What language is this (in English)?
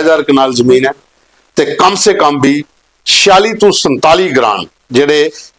Dogri